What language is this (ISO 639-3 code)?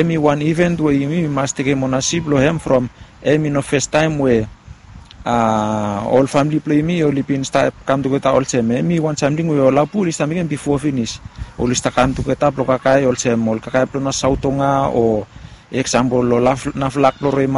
bis